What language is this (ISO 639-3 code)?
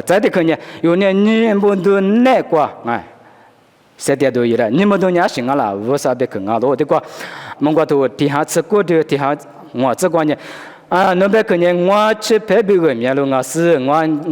lis